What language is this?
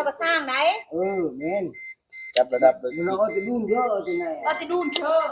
Northeastern Thai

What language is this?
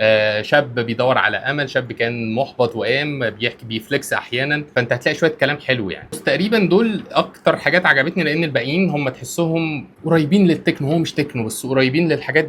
Egyptian Arabic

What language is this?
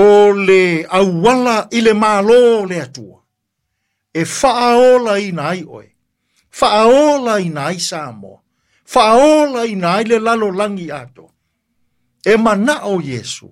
Samoan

